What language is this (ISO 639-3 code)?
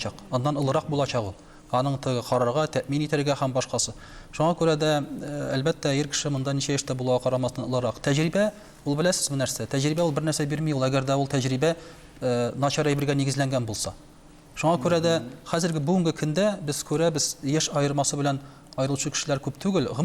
tat